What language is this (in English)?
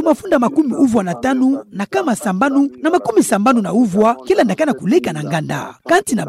Kituba (Democratic Republic of Congo)